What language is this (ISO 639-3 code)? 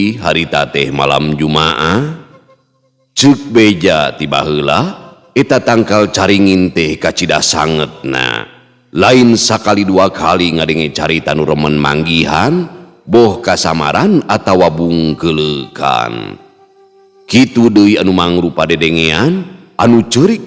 sun